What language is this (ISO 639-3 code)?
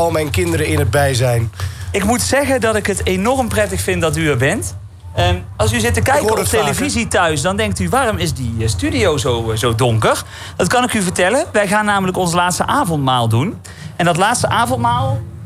nld